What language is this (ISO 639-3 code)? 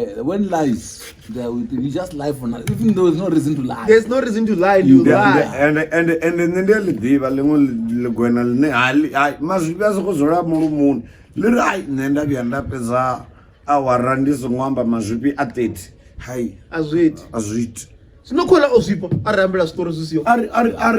ven